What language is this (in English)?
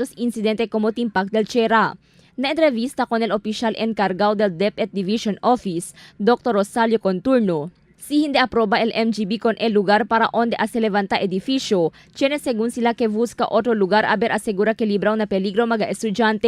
Chavacano